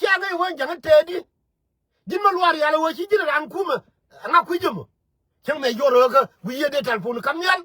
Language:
Nuer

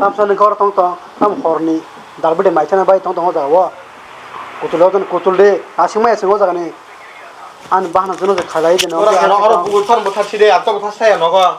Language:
Kok Borok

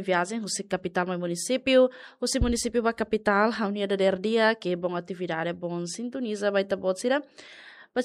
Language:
Tetum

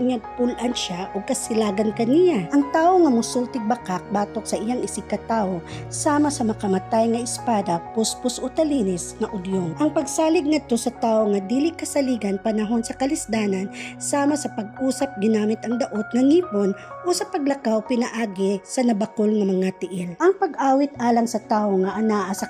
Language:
Cebuano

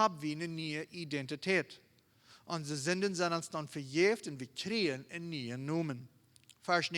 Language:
Plautdietsch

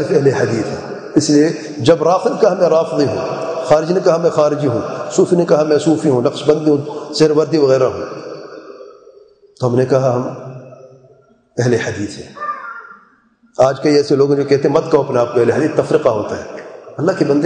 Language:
Urdu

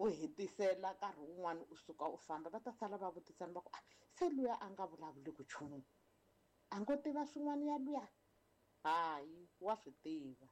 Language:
Tsonga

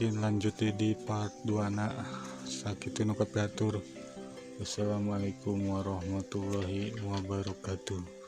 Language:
Sundanese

